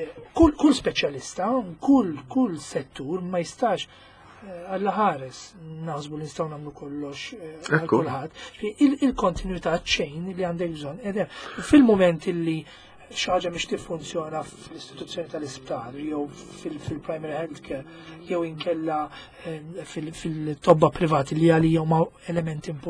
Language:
Maltese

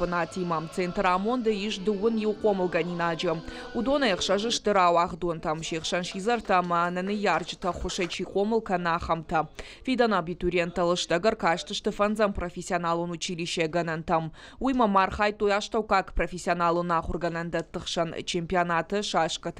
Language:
Ossetic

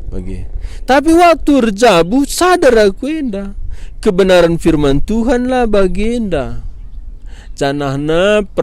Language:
Batak Karo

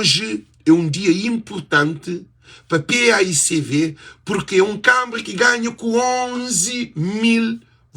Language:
Kabuverdianu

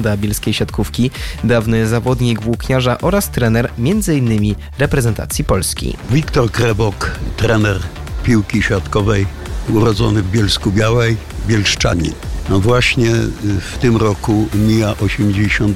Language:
Polish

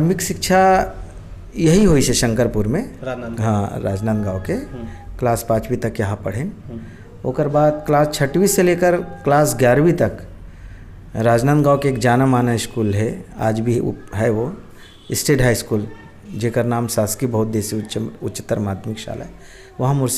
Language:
Chhattisgarhi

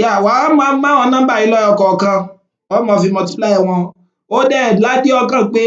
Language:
Yoruba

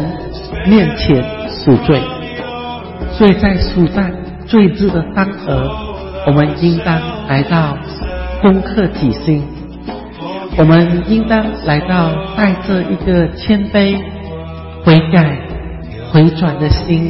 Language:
Chinese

